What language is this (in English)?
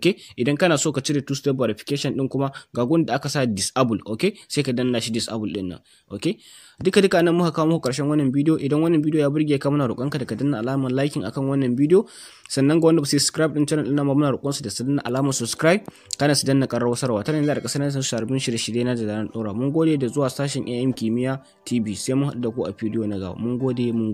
Hausa